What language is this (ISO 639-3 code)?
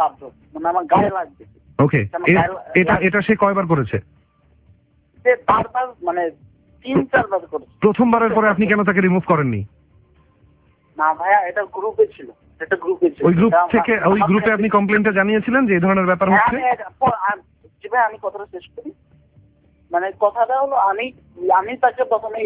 ben